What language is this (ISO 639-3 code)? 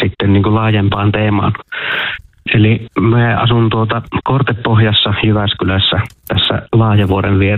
fin